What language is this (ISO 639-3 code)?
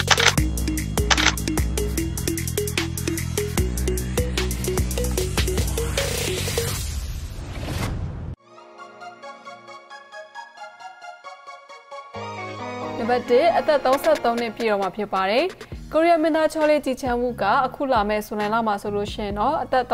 mya